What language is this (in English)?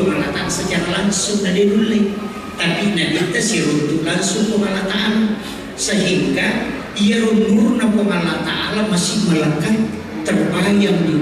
Buginese